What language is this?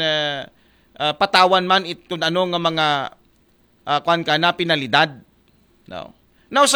Aklanon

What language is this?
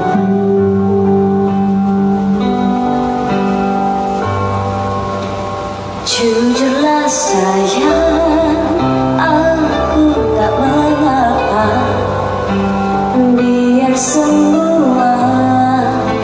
Malay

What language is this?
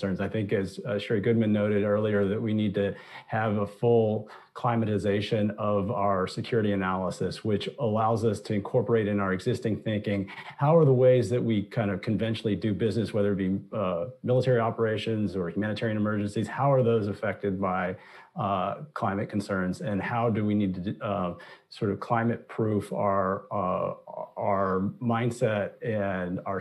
English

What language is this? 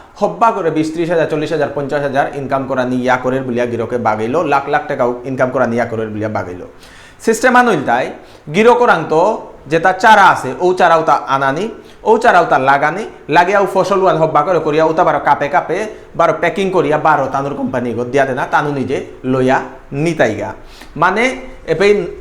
Bishnupriya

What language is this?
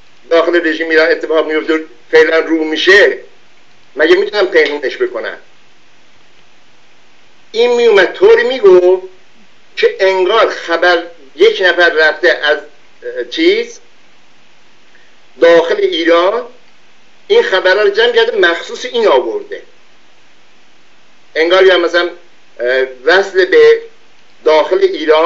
Persian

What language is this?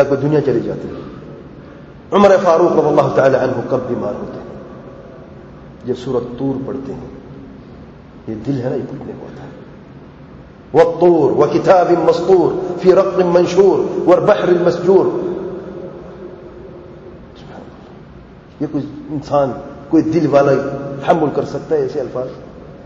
Urdu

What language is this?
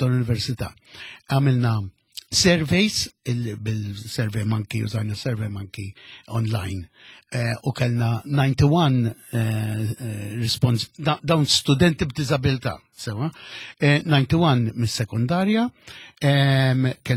Maltese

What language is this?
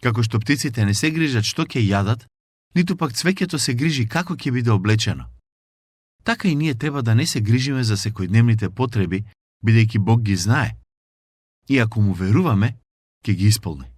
Macedonian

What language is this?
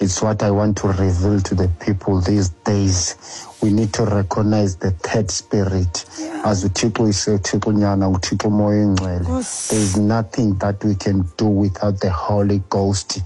Xhosa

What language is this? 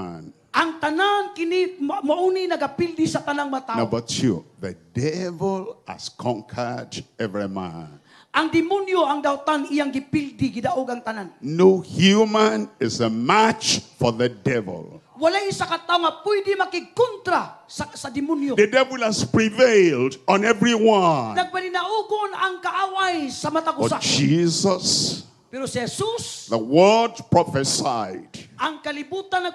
Cebuano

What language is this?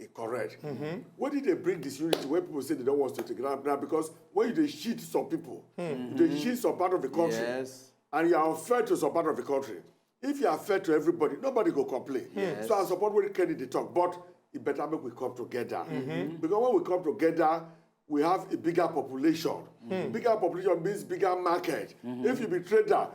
Nigerian Pidgin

